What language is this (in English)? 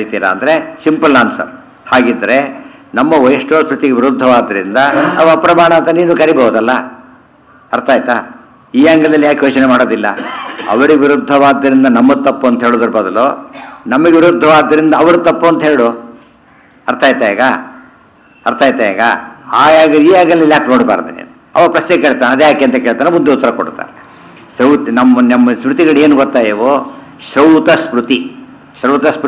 Kannada